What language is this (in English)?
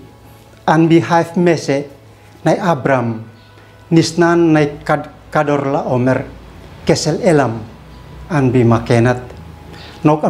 Uab Meto